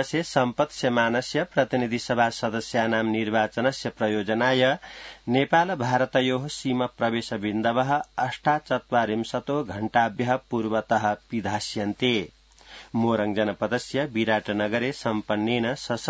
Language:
Sanskrit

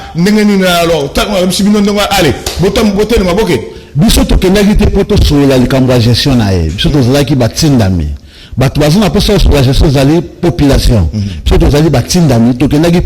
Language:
Lingala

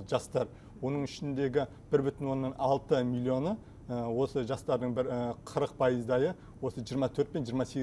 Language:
Kazakh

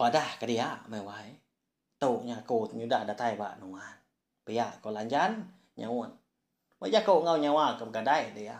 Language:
Iban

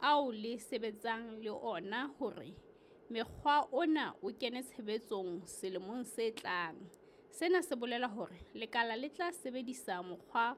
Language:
Southern Sotho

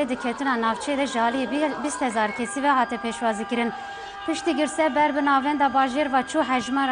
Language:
Kurdish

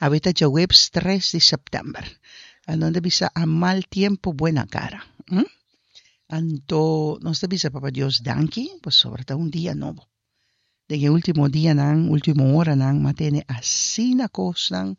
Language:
Papiamento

